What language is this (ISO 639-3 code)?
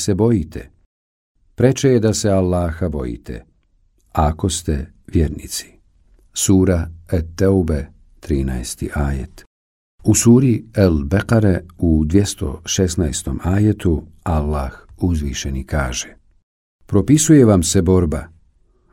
bos